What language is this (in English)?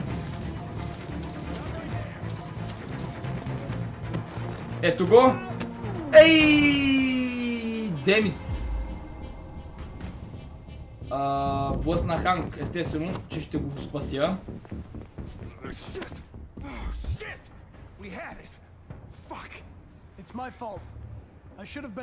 Bulgarian